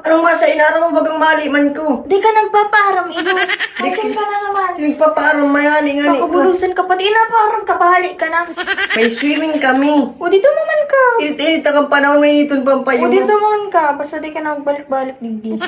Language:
Bikol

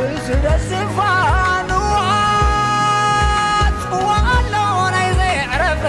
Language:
Tigrinya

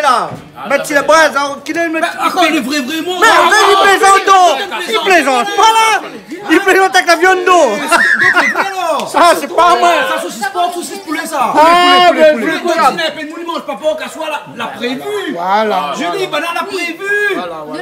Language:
Réunion Creole French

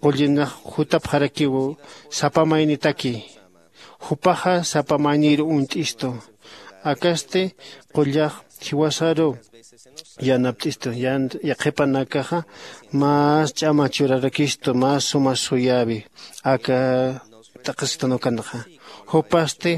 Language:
Aymara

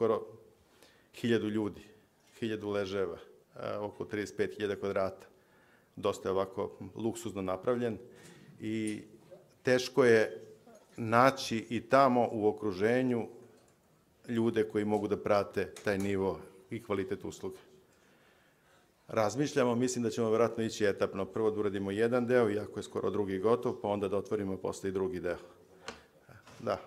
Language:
Serbian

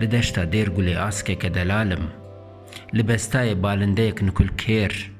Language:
Kurdish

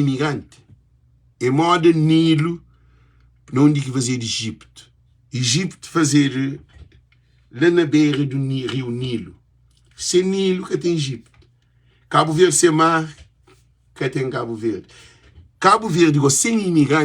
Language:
Kabuverdianu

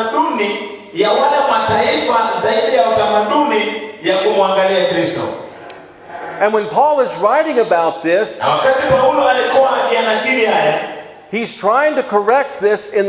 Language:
Swahili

